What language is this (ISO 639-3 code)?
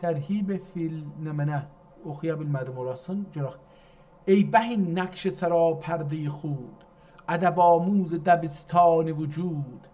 azb